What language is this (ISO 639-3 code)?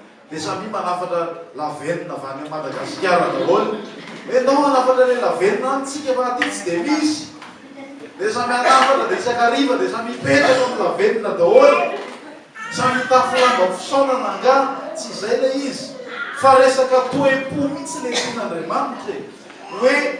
mlg